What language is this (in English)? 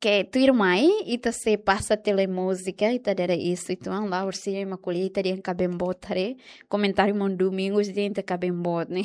Tetum